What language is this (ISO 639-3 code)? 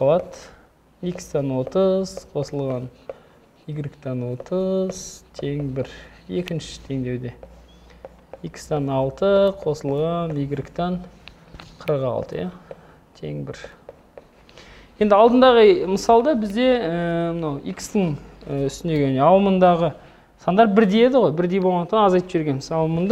kaz